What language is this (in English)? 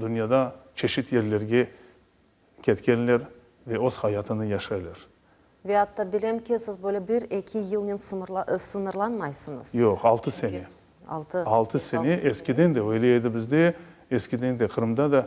Crimean Tatar